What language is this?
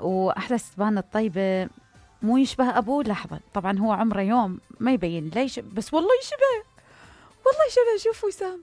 Mesopotamian Arabic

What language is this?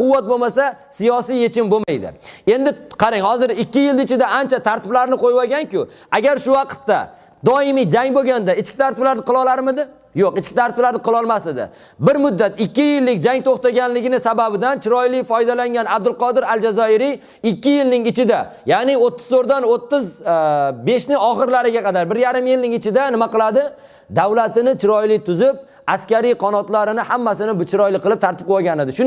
Uzbek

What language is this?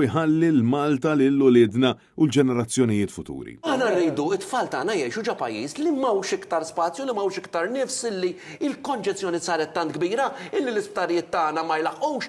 Maltese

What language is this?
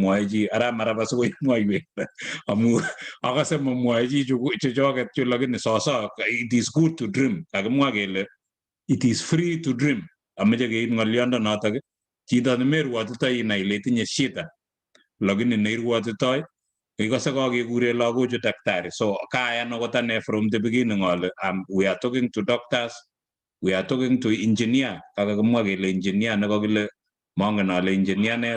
Kalenjin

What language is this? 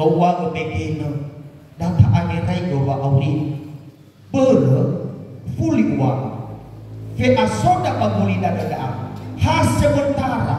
Nias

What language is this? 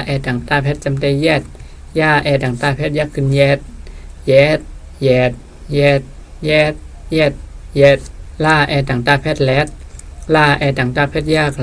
Shan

